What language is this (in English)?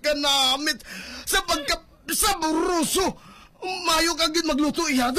Hiligaynon